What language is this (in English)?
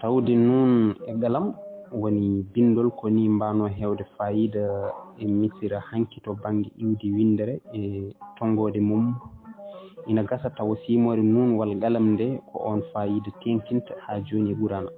Fula